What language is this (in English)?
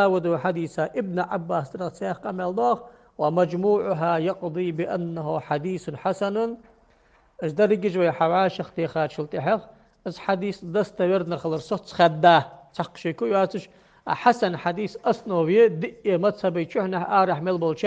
Ingush